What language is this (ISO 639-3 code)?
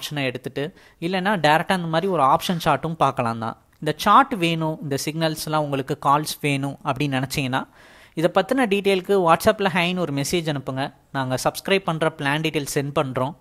tam